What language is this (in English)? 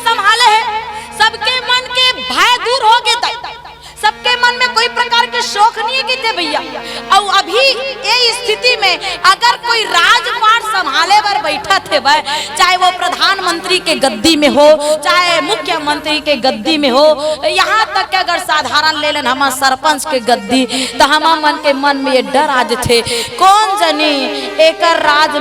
Chhattisgarhi